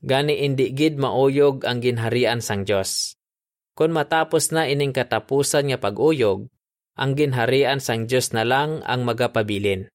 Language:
Hiligaynon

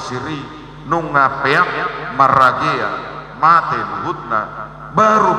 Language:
Batak Toba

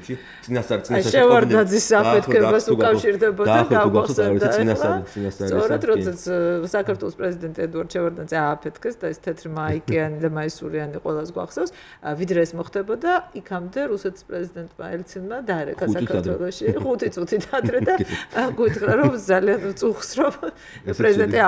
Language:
Georgian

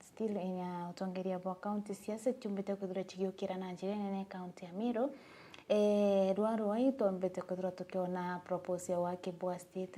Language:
Meru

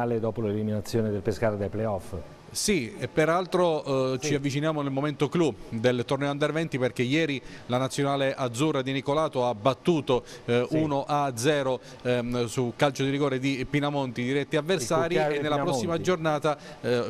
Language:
Italian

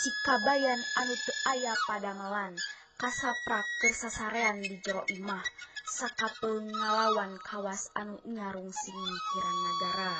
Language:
Sundanese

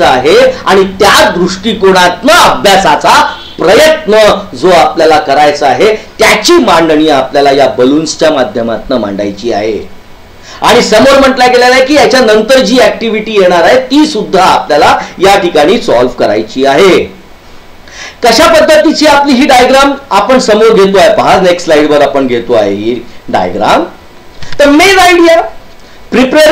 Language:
Marathi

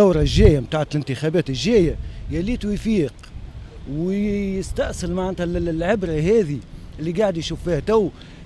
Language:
Tunisian Arabic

